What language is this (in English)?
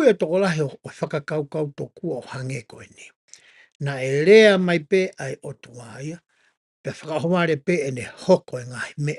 Tongan